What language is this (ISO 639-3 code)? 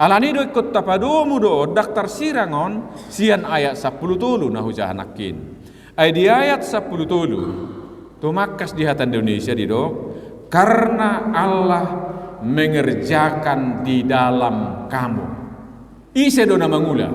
bbc